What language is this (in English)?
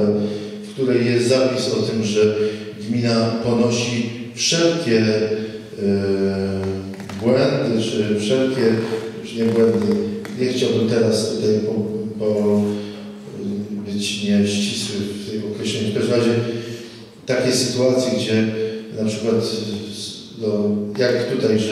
Polish